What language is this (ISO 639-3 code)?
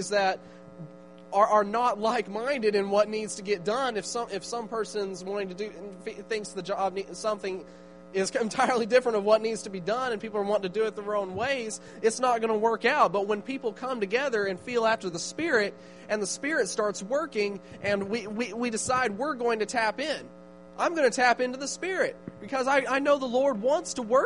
eng